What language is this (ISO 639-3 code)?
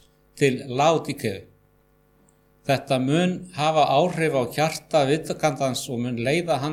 isl